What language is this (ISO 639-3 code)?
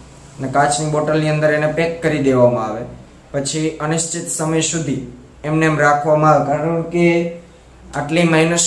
guj